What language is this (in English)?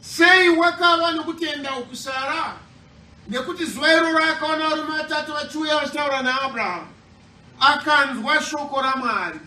Shona